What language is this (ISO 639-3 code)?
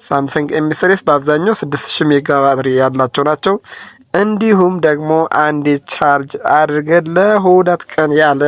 amh